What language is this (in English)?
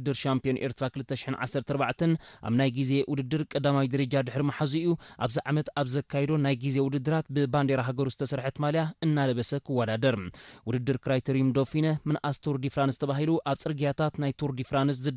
Tigrinya